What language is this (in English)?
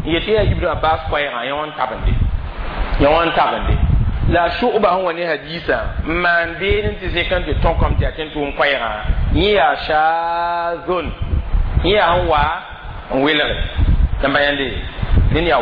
Mossi